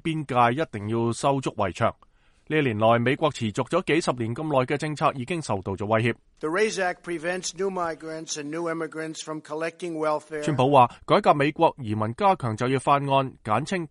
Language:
Cantonese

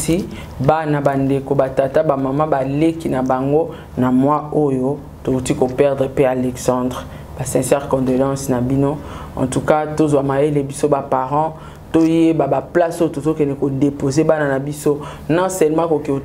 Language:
Lingala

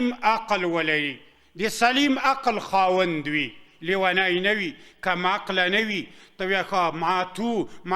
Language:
Pashto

